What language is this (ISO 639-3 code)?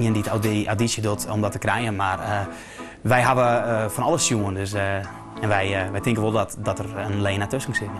fry